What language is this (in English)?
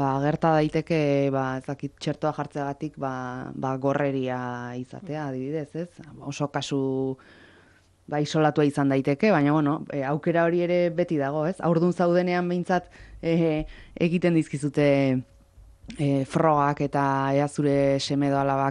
Basque